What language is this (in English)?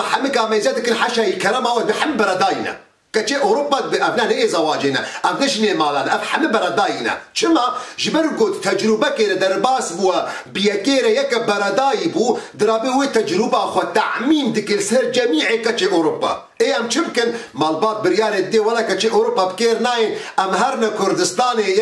Kurdish